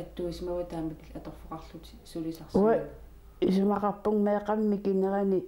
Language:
Kalaallisut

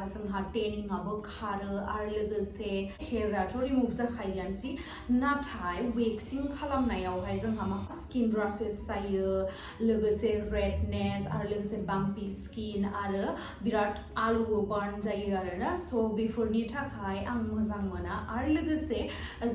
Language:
Bodo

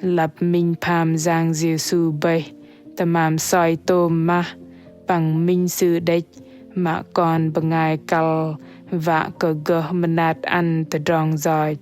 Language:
Bahnar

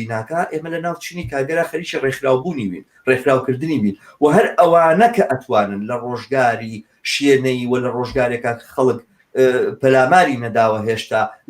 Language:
Central Kurdish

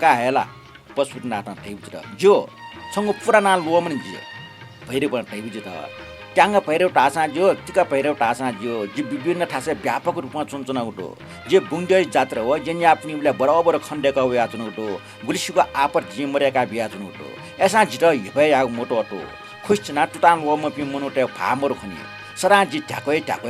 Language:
Newari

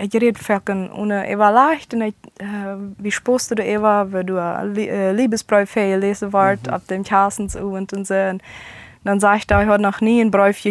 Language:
Plautdietsch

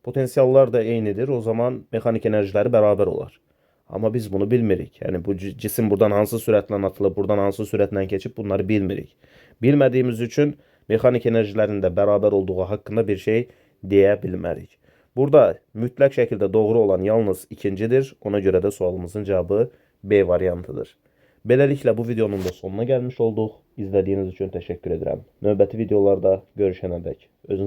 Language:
Azerbaijani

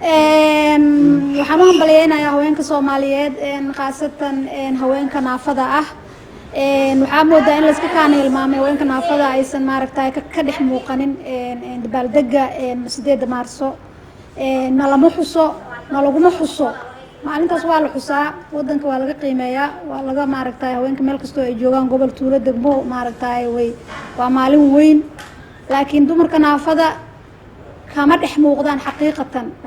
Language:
Somali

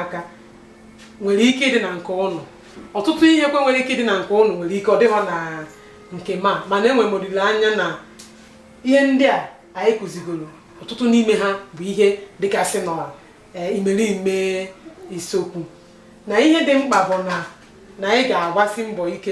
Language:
Igbo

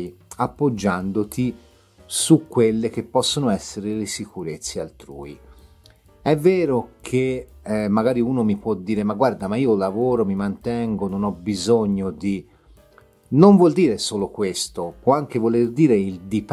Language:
Italian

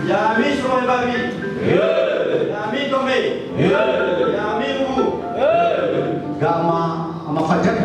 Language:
Nias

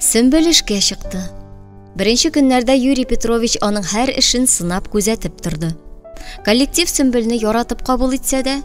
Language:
Tatar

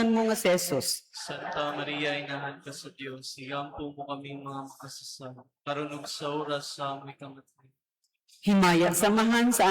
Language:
Cebuano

